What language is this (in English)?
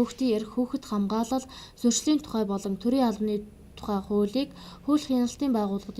Mongolian